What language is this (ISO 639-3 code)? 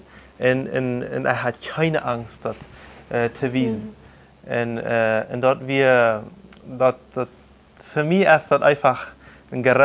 pdt